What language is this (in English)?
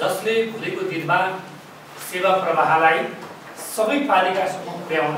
Nepali